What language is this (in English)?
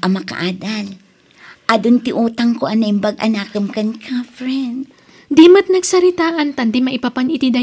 Iloko